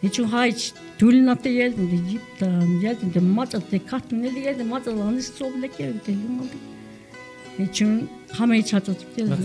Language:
Tzeltal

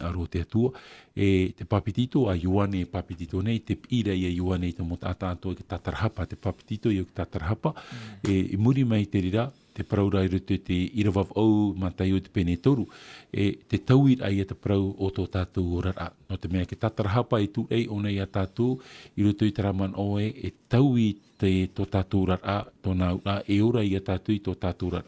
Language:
Tahitian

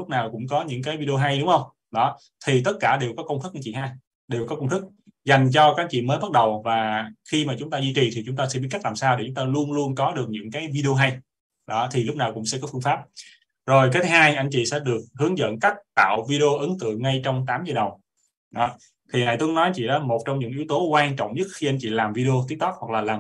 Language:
Vietnamese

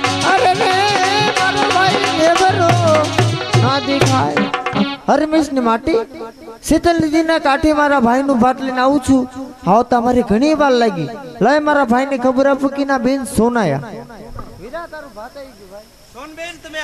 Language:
Gujarati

